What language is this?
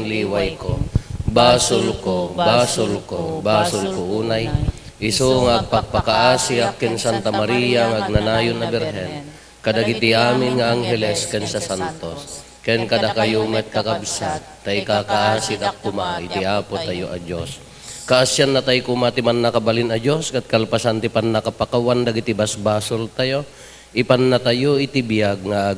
Iloko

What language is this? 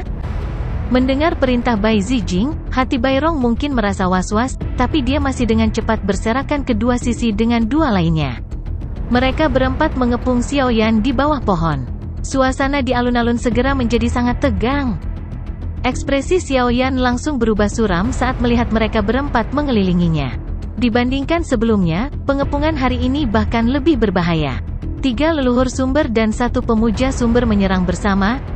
Indonesian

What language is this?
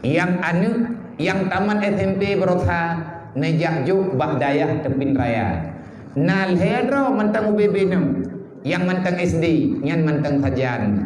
Achinese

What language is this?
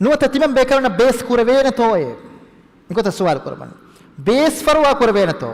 Divehi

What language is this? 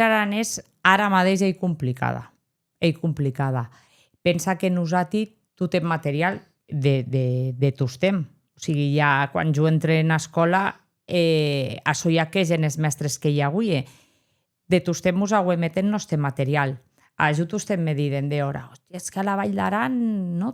Occitan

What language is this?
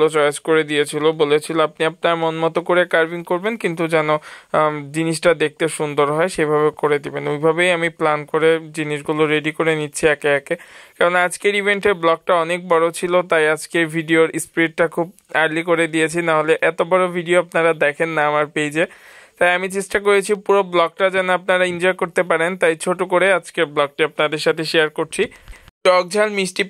Bangla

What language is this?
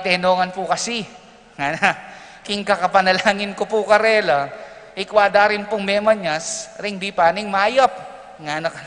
Pampanga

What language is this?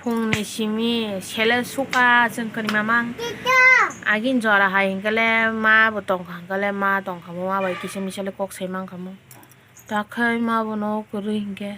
Kok Borok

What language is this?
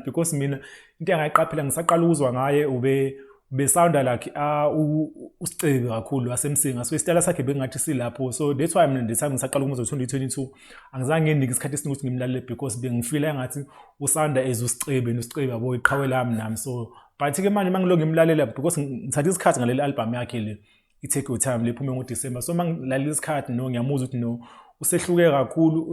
Zulu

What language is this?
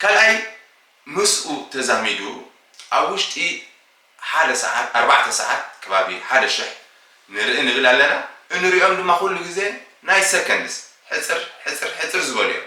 Tigrinya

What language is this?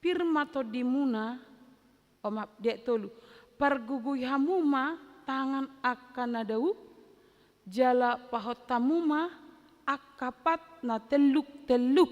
Batak Toba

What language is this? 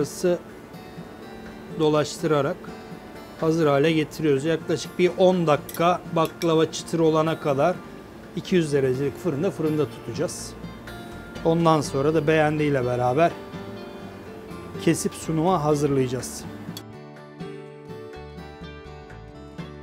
Turkish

